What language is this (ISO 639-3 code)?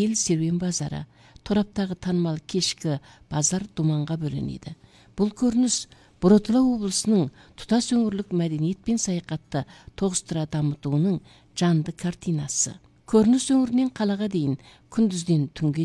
kaz